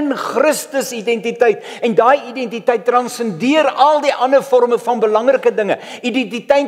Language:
Afrikaans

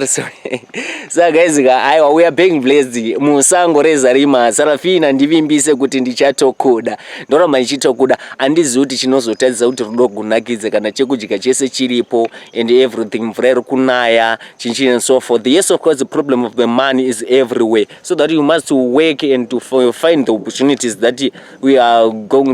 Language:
Shona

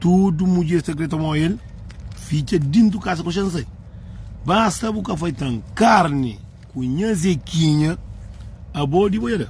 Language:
Kabuverdianu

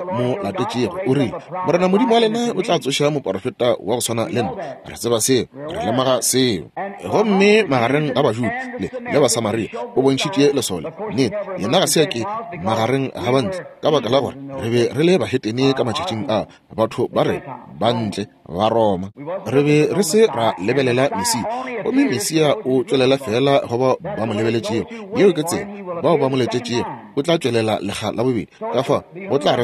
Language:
Northern Sotho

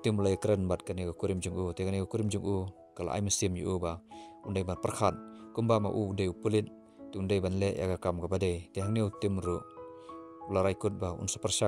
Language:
Khasi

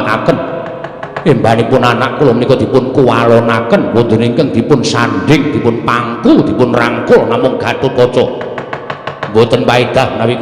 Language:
Javanese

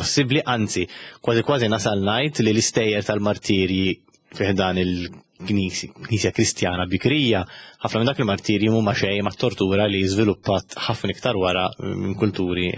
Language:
Maltese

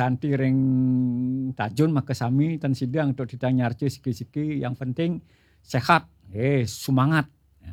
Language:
Balinese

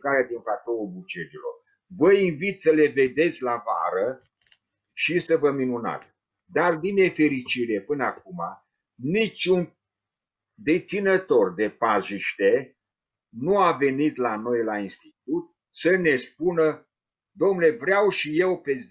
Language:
Romanian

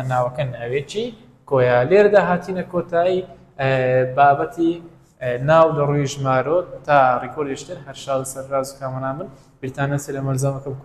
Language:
Central Kurdish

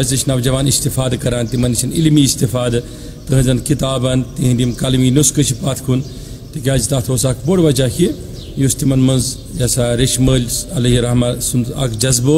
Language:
Kashmiri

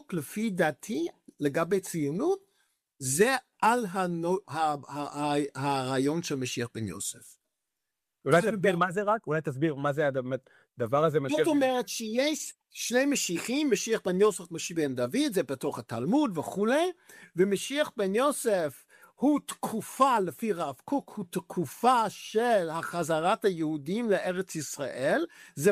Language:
Hebrew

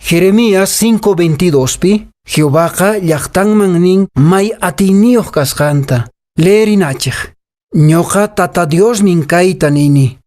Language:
Quechua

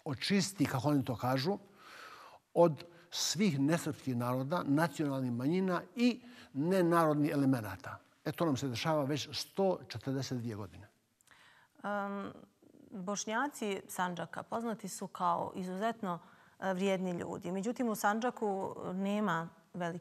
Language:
Bosnian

